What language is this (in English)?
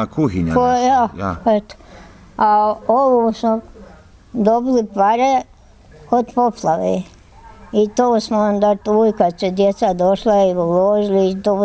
Bosnian